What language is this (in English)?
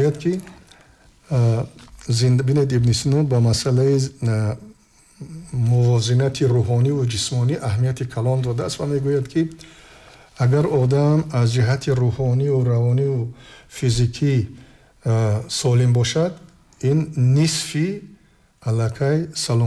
Tajik